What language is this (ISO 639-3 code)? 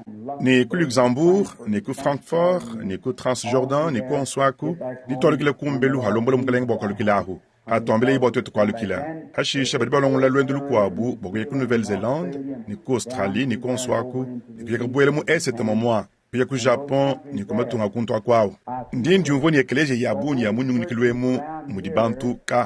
lua